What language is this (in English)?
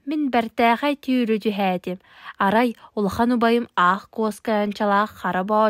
Yakut